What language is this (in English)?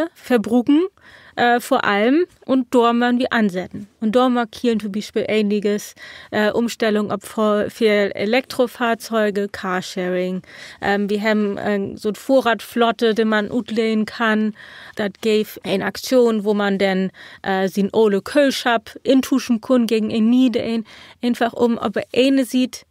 Low German